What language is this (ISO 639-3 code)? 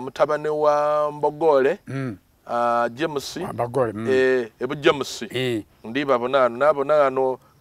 xog